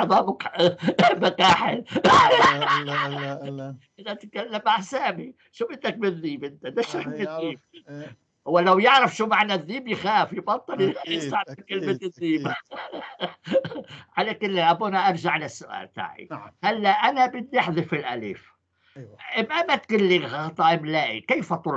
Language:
North Levantine Arabic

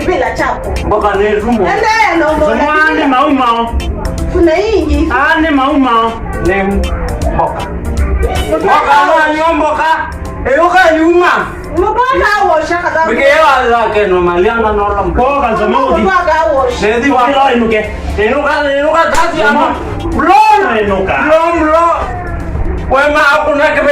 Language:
Kamba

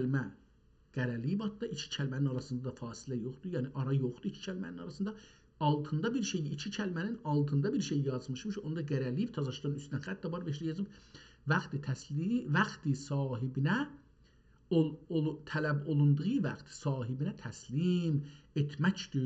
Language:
South Azerbaijani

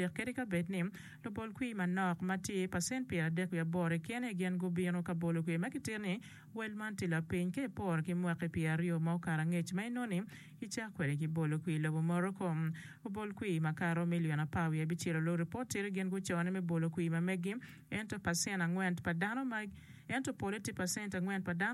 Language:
Acoli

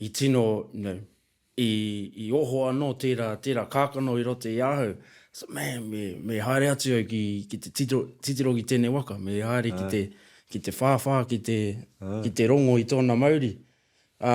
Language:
Māori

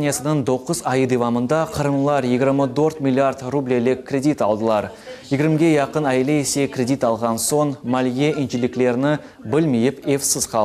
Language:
Crimean Tatar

